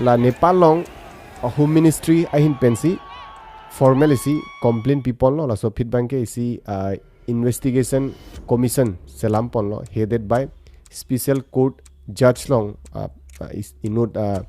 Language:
Karbi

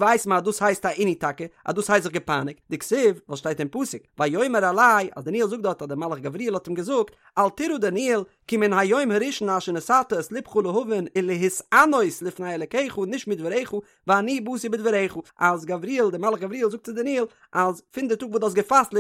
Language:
Yiddish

